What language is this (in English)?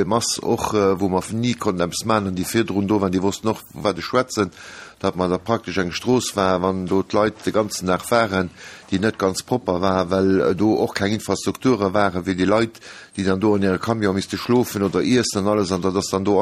Luxembourgish